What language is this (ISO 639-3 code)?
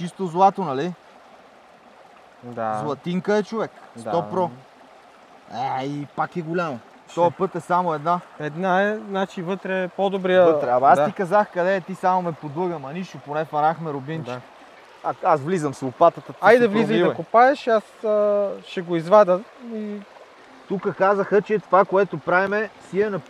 bul